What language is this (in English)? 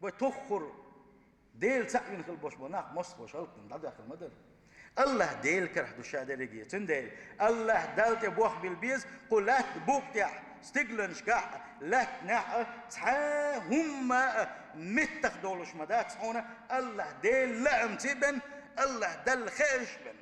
Chechen